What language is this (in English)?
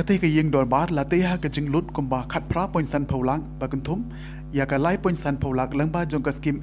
Khasi